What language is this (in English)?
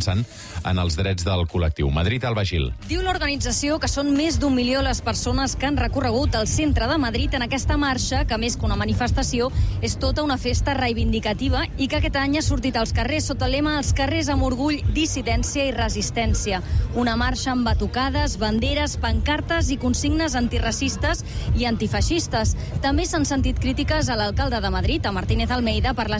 Catalan